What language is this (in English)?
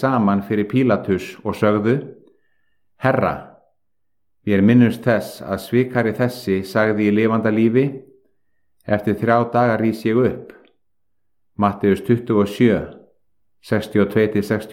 Icelandic